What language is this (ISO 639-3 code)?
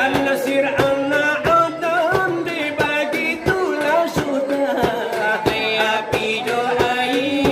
min